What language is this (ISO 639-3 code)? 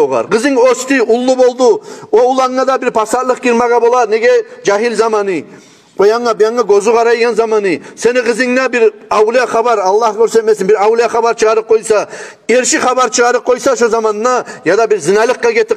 kum